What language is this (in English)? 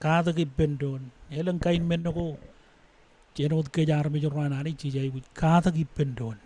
Marshallese